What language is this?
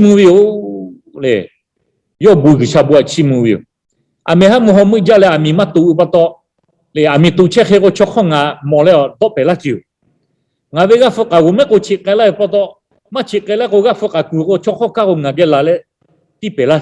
Lahu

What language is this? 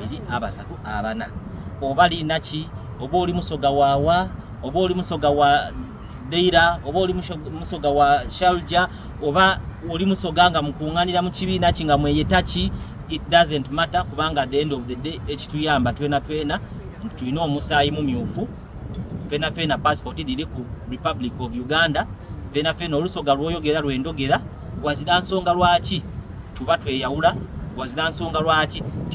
Soga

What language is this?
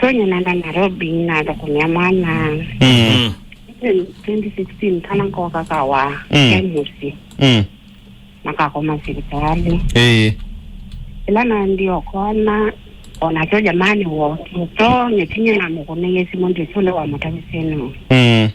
Kamba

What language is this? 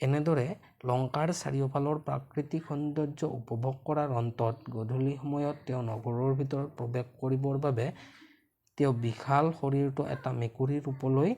Assamese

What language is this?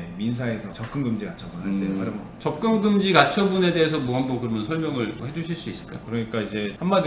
Korean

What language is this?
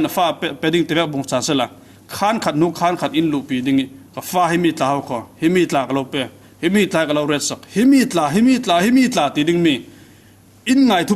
Falam Chin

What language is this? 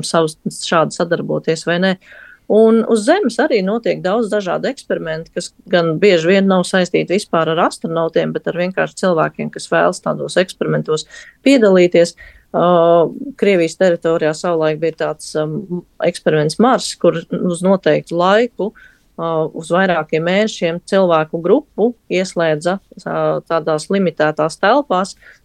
Latvian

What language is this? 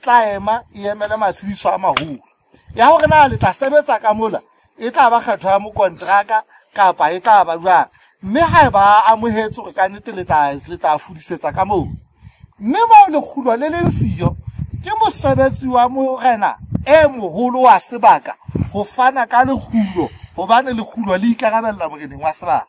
Southern Sotho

